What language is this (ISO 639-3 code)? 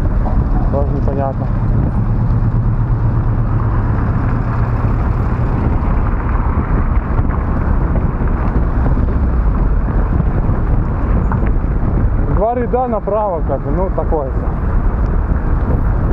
rus